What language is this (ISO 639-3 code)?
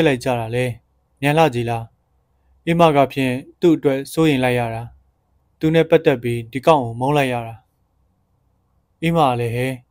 mya